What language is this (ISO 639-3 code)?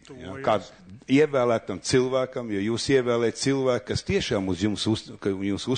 lav